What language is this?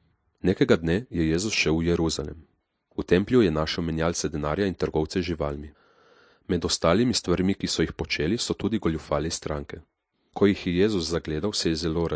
Slovenian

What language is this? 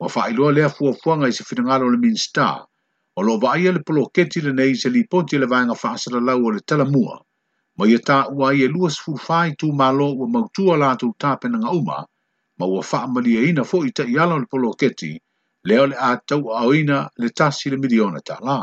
Samoan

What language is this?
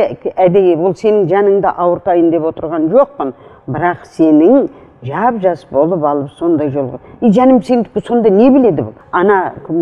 Kazakh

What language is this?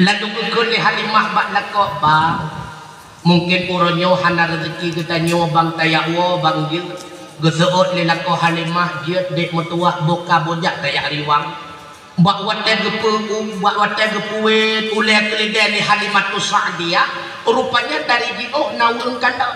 Achinese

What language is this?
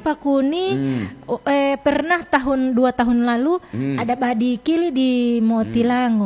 Gorontalo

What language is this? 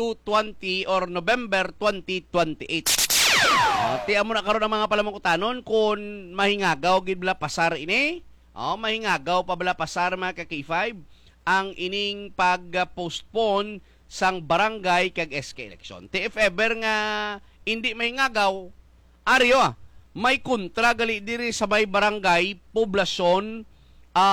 Hiligaynon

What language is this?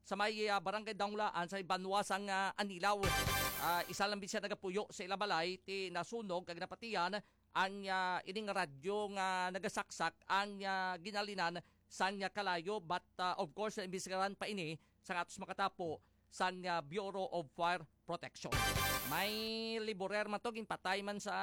Hiligaynon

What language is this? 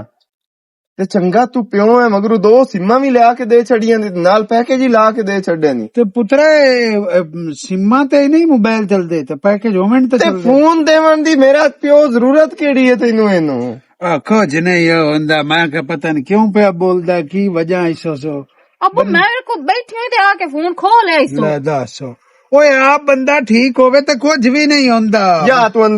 Western Panjabi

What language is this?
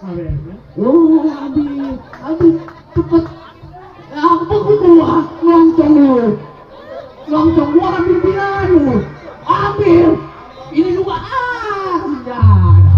Betawi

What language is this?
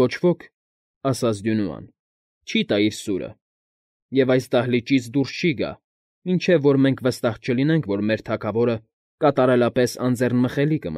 Armenian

